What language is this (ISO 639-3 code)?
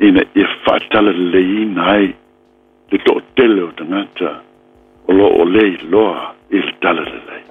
smo